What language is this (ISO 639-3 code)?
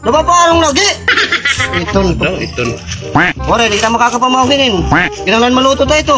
war